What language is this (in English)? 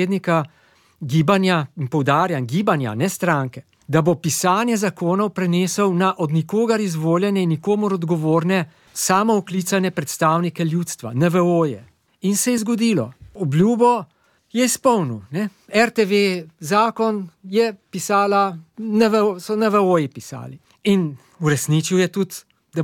Slovenian